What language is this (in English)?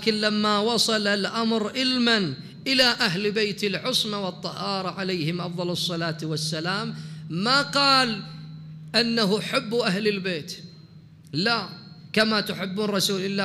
Mesopotamian Arabic